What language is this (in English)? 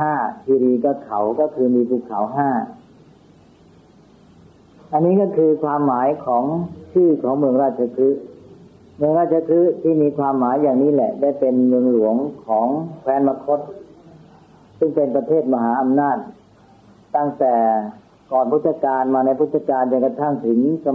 Thai